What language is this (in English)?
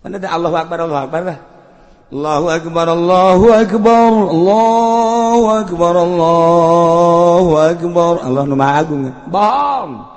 Sundanese